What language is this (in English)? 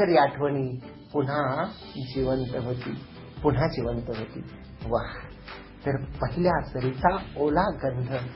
Marathi